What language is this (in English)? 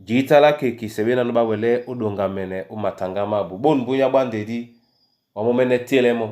Duala